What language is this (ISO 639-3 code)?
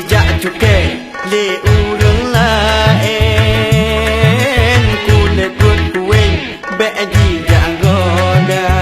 ace